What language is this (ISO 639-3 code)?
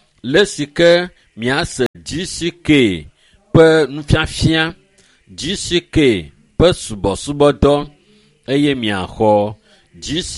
ewe